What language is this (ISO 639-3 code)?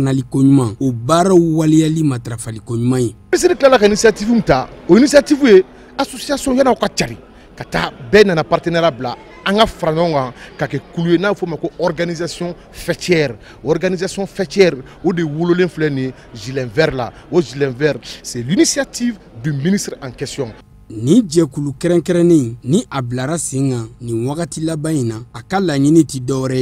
bam